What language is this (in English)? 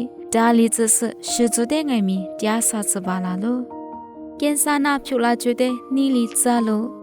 Lisu